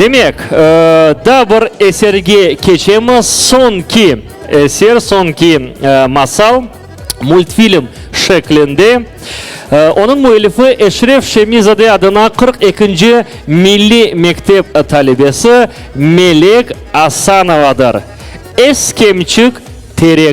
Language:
Crimean Tatar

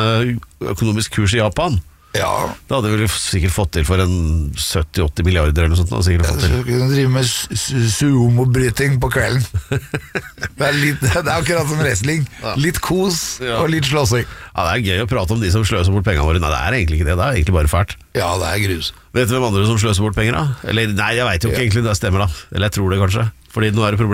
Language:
Norwegian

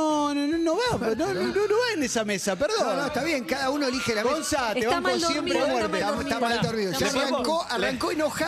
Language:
Spanish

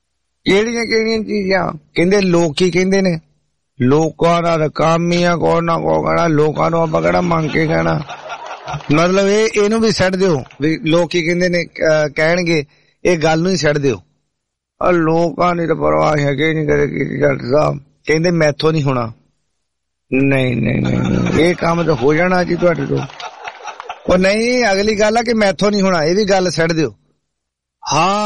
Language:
Punjabi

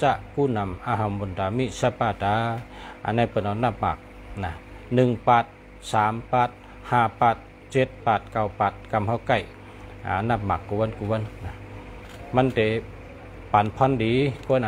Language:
Shan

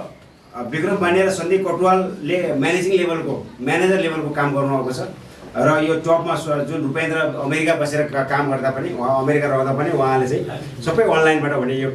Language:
Nepali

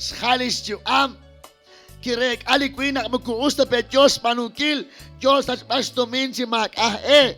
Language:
Kekchí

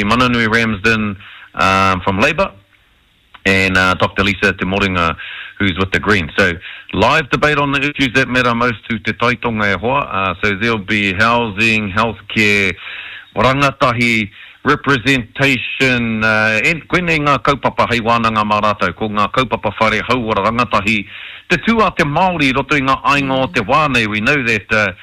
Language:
Māori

